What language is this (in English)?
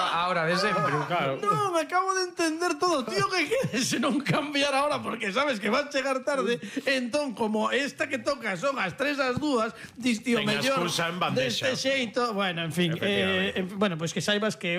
Galician